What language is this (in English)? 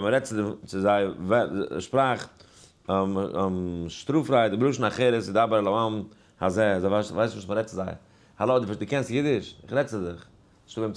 Yiddish